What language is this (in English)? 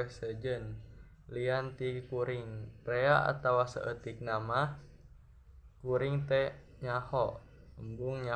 Sundanese